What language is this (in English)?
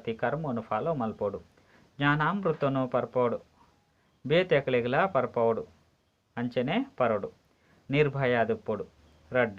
Tulu